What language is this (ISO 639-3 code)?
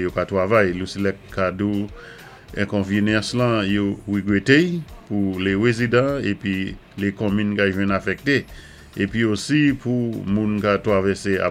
acf